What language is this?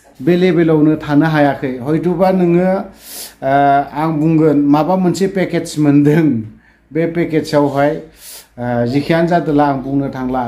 Bodo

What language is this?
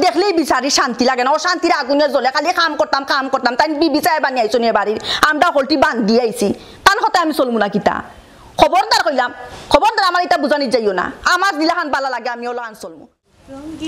Sylheti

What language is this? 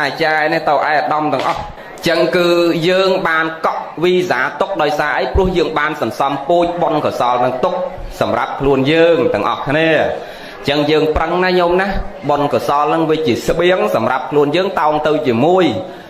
Khmer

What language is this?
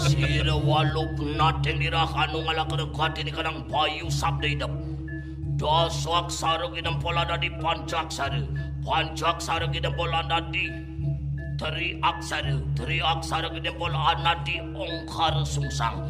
Balinese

